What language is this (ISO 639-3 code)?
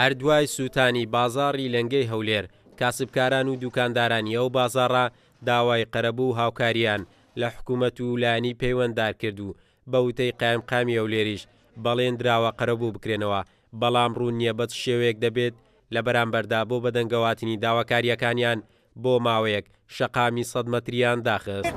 ckb